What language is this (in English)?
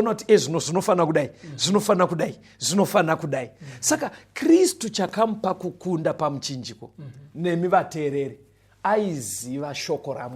Shona